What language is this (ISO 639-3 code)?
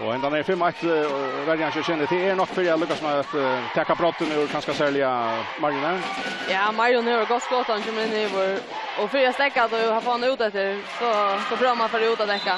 fao